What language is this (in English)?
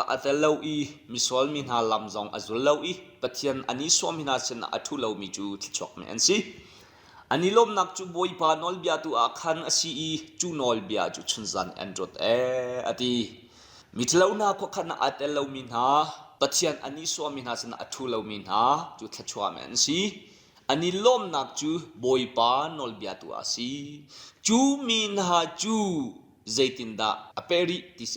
Hakha Chin